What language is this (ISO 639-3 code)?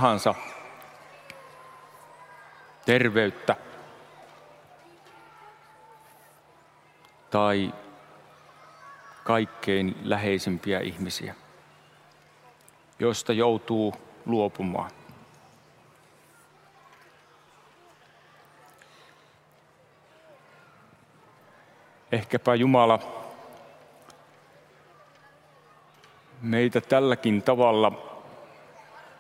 fin